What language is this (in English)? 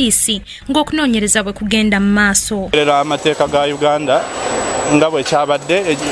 Ganda